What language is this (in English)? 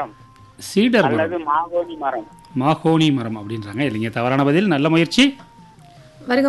Tamil